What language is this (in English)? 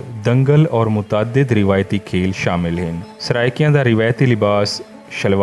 Saraiki